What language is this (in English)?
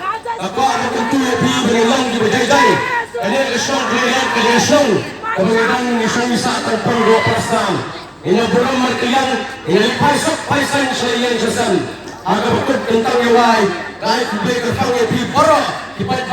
Khasi